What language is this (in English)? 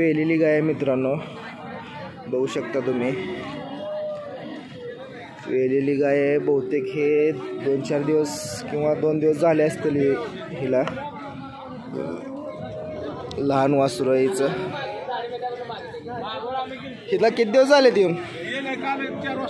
Marathi